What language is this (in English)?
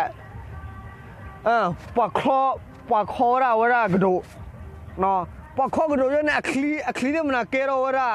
S'gaw Karen